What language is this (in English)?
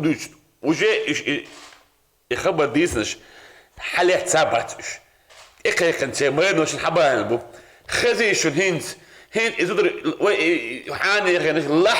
Chechen